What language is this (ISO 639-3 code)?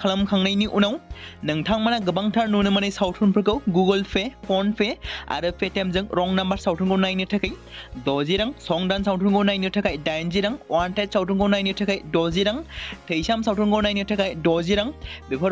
brx